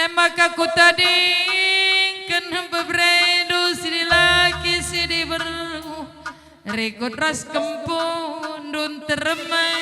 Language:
Batak Karo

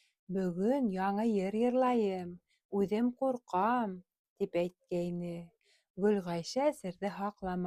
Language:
Bashkir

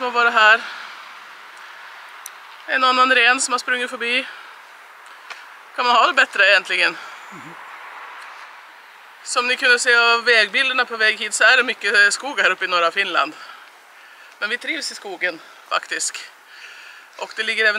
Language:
Swedish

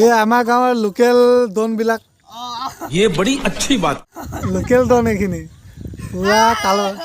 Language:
Assamese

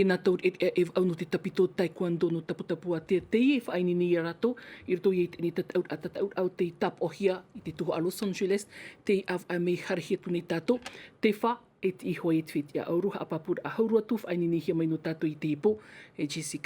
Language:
Tahitian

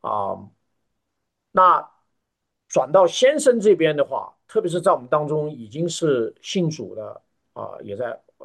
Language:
Chinese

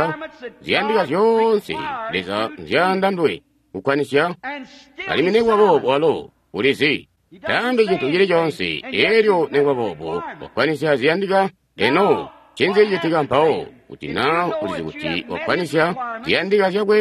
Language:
Tonga (Zambia)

